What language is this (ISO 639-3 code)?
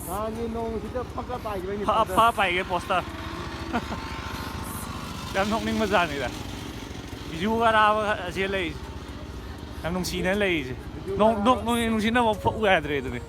mni